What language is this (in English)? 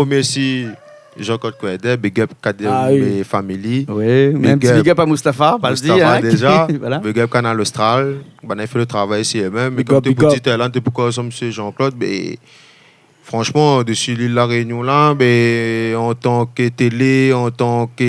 Réunion Creole French